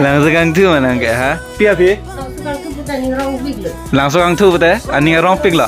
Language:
Karbi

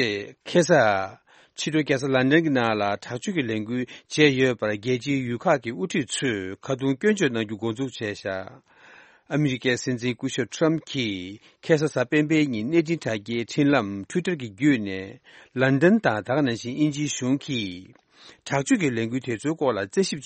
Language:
Tibetan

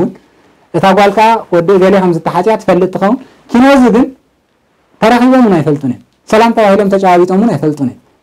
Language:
Tigrinya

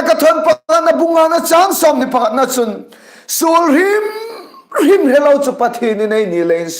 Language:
Hmar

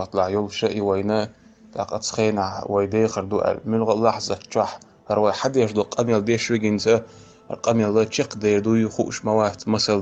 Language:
Chechen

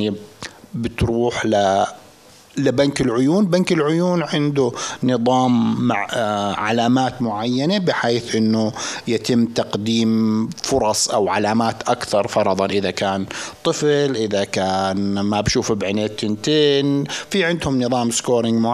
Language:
North Levantine Arabic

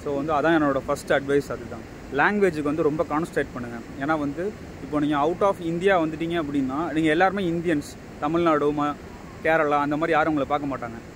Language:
Tamil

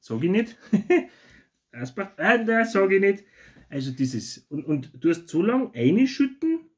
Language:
Bavarian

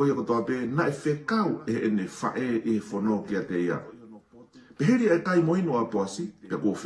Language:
Tongan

